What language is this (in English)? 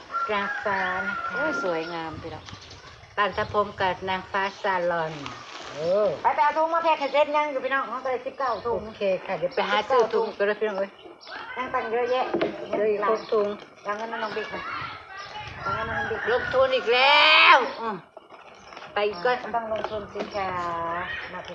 Northeastern Thai